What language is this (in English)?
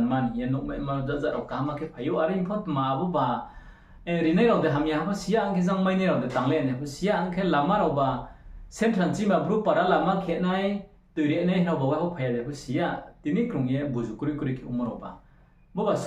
Riang (India)